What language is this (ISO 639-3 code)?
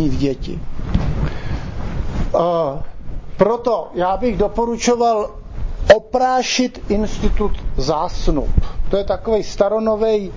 ces